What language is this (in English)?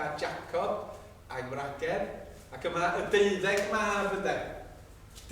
Welsh